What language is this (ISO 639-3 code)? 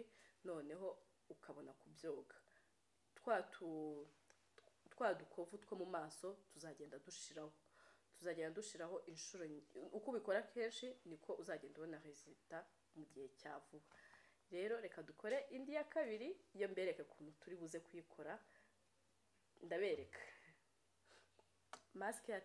kin